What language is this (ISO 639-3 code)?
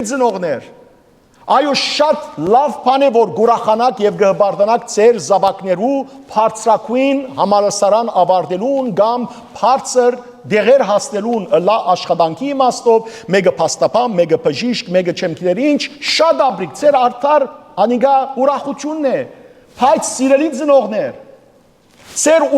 hyw